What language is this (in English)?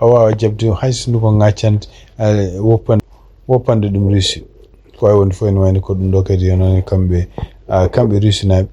Fula